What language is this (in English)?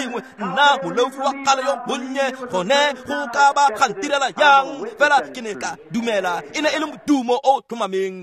Tswana